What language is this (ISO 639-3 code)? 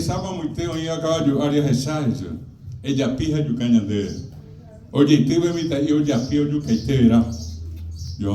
grn